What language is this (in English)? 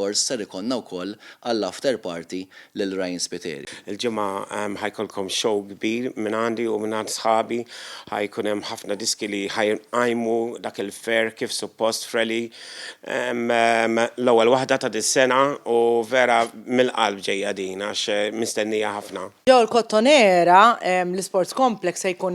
Maltese